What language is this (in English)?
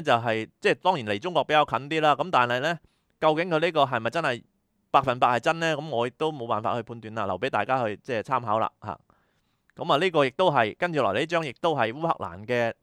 Cantonese